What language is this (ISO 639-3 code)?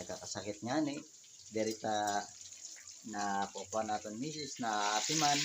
war